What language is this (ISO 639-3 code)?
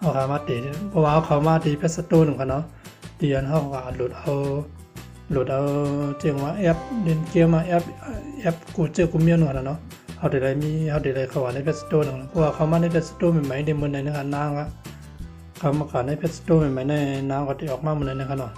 shn